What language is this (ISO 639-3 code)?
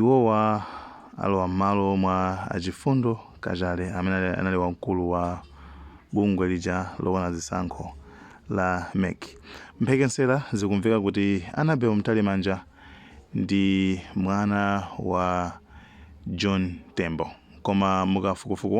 nya